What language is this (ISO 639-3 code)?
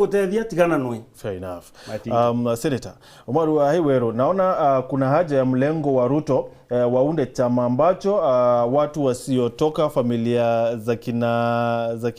mer